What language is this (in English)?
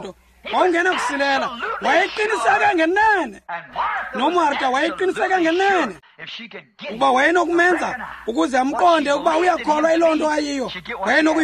Xhosa